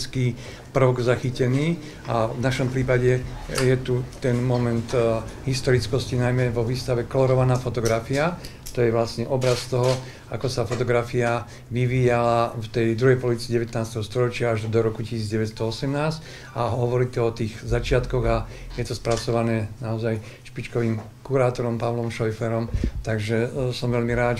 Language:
Slovak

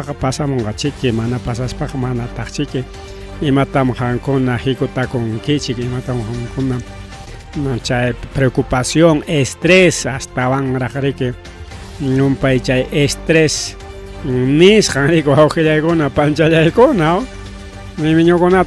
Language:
Ayacucho Quechua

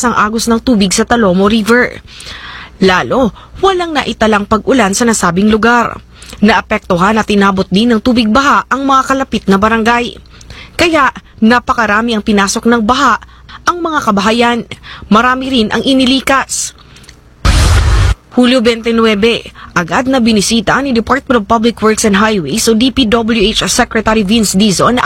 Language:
Filipino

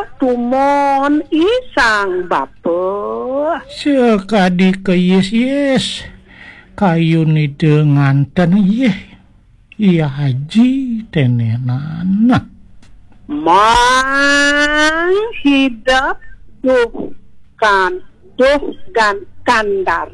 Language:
Balinese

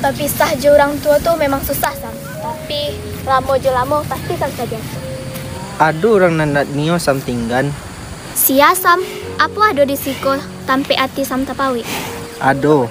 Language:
Minangkabau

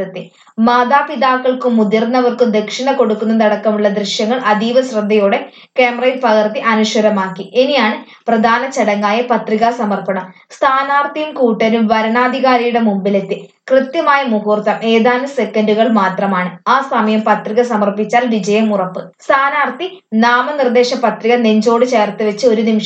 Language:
Malayalam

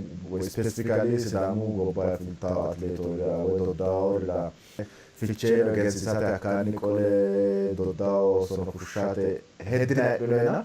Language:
Sidamo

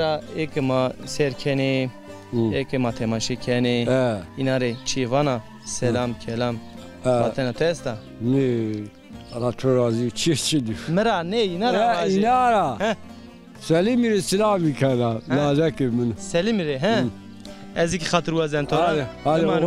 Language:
Zaza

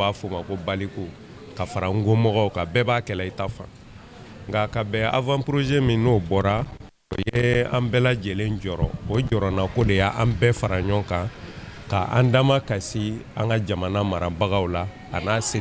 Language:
Bambara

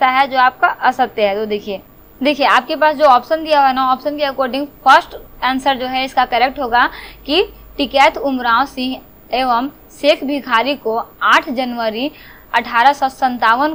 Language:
Hindi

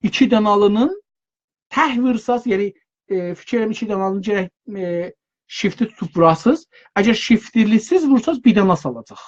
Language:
South Azerbaijani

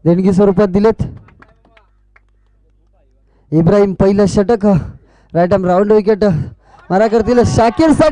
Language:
Marathi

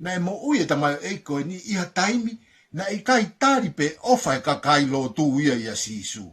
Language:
Tongan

